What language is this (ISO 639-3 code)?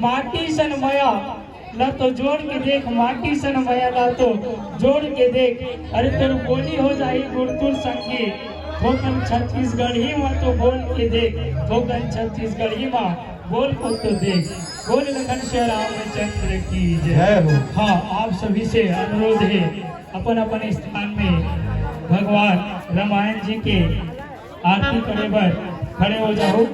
hne